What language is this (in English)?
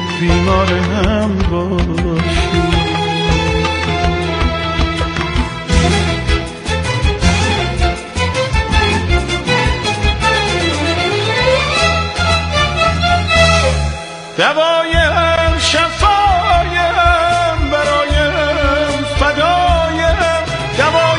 Persian